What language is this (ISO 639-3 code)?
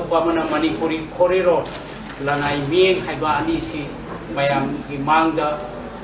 mni